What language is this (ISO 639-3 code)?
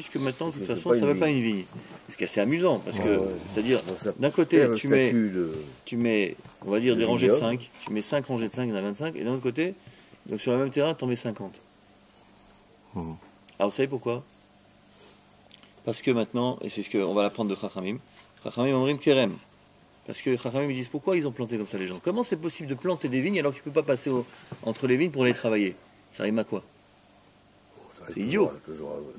fra